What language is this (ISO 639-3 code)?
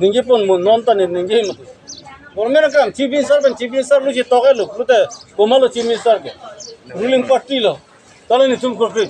mjw